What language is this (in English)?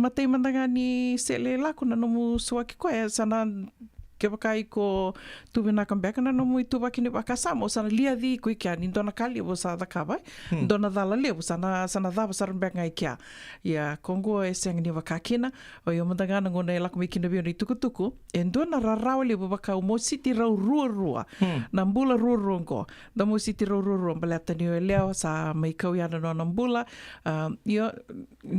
Fijian